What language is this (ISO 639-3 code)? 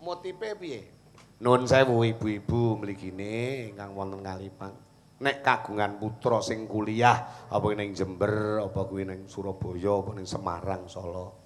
jav